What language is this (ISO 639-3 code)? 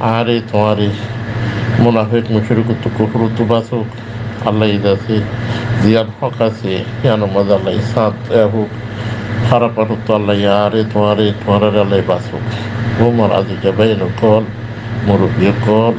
rhg